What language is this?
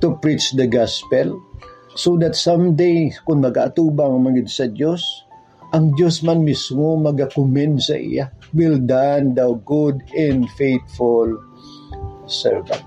Hiligaynon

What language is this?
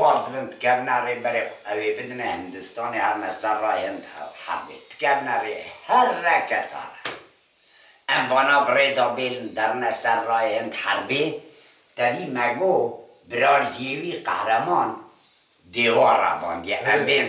Kurdish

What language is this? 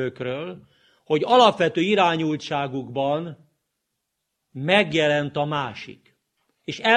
Hungarian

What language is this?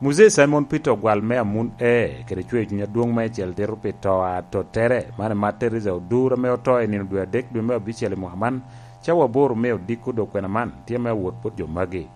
Lango (Uganda)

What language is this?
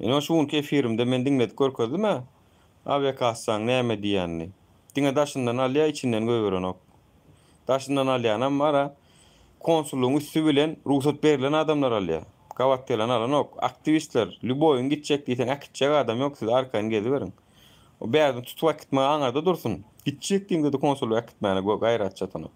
Turkmen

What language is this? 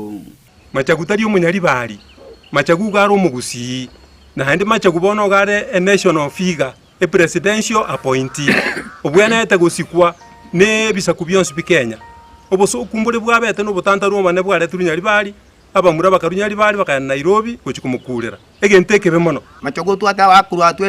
Gusii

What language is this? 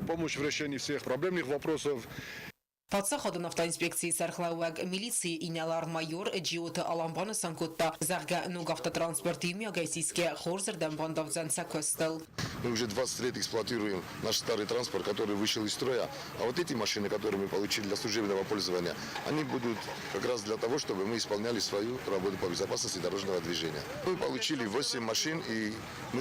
Ossetic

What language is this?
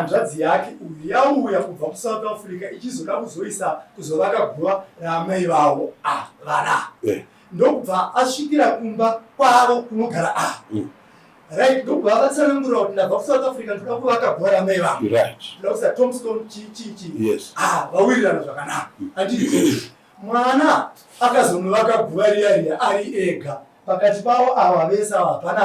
Shona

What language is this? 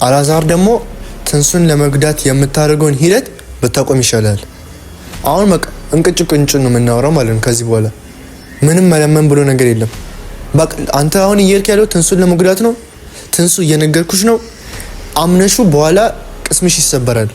Amharic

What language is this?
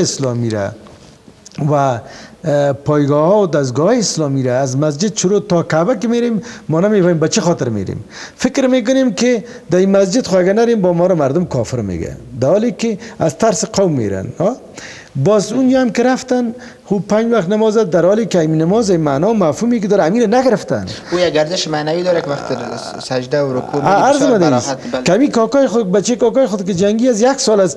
Persian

